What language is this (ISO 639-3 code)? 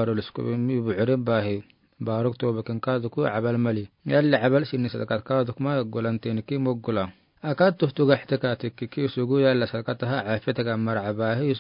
aar